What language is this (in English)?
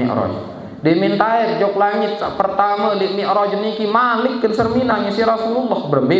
Sasak